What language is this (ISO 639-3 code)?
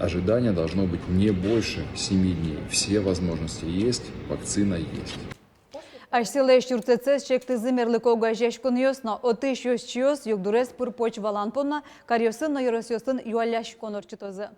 udm